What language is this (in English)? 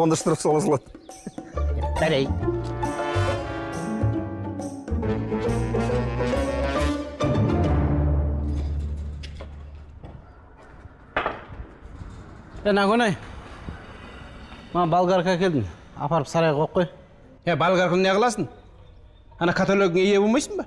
Kazakh